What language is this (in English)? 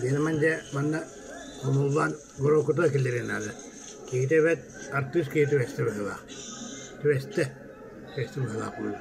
Yakut